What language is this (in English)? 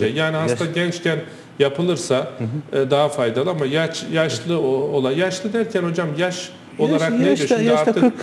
Turkish